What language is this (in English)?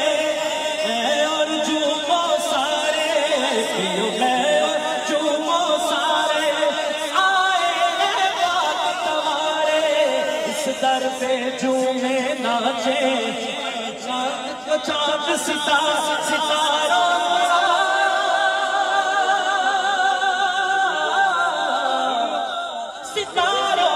Urdu